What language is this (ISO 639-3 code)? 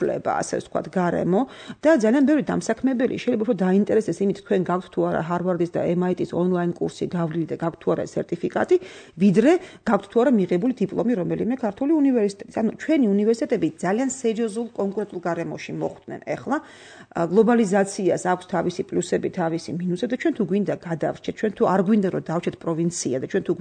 kat